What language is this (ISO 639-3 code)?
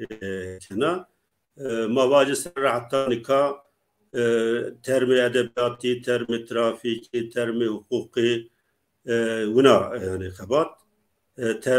zza